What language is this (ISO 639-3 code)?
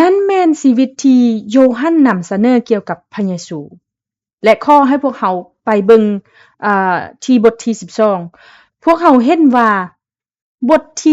lao